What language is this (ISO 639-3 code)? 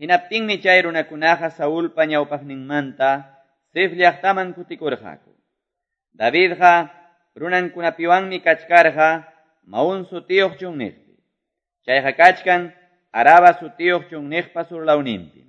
que